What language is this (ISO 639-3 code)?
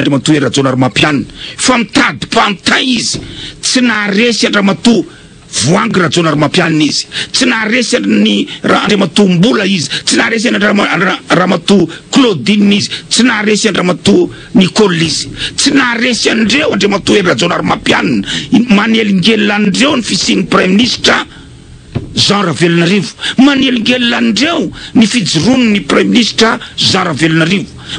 mlg